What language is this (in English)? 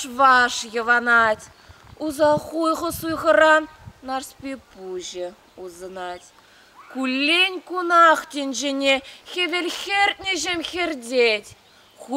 Chuvash